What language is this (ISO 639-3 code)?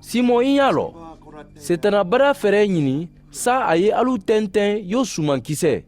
man